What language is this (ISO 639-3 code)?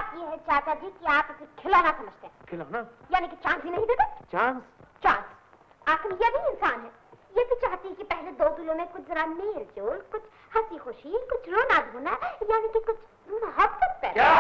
hin